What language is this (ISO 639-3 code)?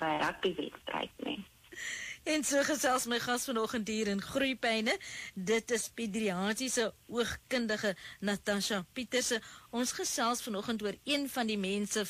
afr